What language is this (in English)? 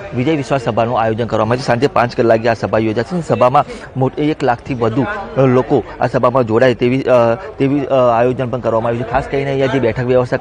Gujarati